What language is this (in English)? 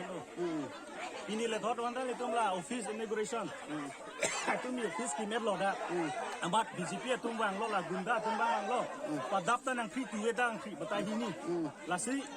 Karbi